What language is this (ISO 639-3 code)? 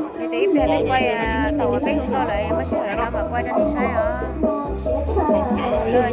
hmn